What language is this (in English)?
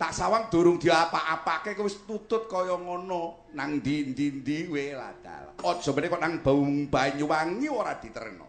Javanese